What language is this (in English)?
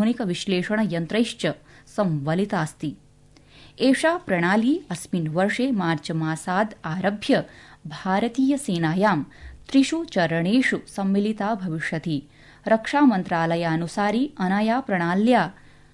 Sanskrit